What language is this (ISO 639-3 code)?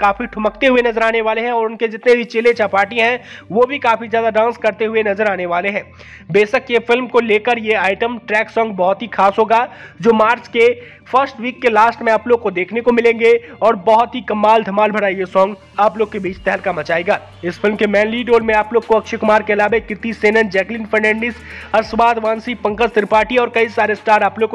hin